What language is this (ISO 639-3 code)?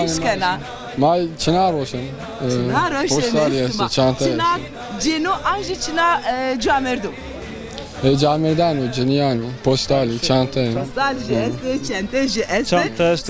zza